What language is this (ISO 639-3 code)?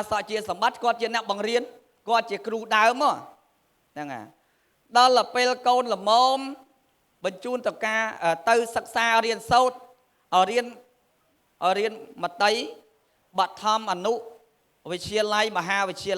khm